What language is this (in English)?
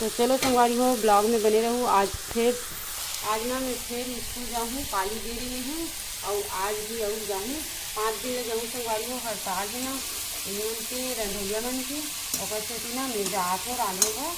Chhattisgarhi